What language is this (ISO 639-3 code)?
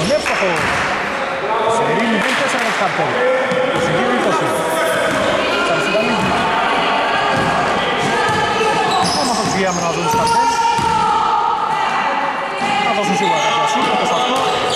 ell